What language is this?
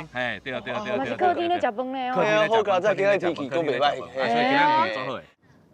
Min Nan Chinese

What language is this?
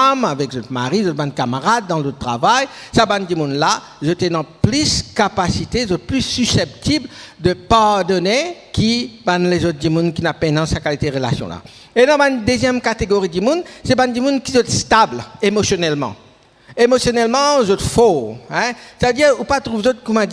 Morisyen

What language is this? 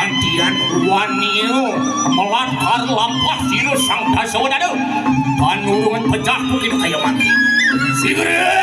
Balinese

